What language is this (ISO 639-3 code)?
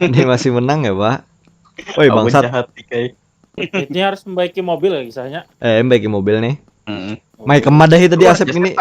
bjn